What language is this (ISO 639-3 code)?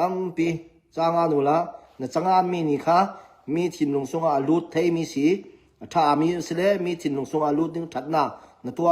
cfm